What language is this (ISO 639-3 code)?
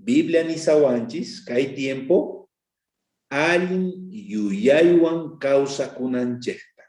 quh